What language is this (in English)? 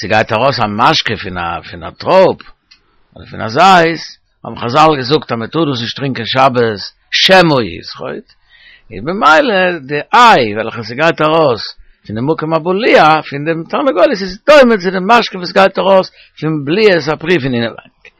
Yiddish